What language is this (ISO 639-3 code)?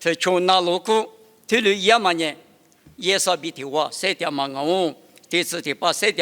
lis